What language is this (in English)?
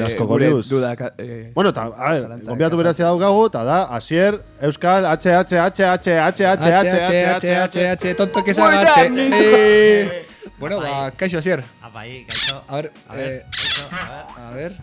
Basque